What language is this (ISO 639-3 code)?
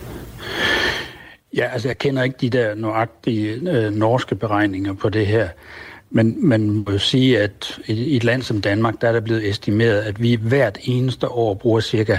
dan